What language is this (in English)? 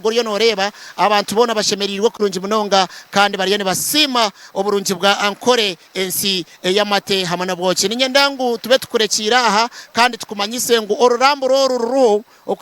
Nyankole